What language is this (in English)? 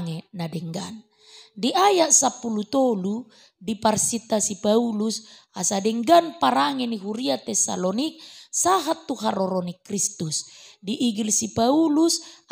Batak Toba